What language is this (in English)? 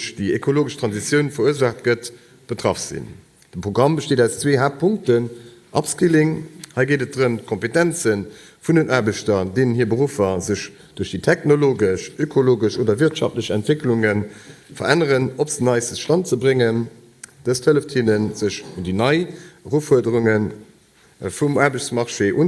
Luxembourgish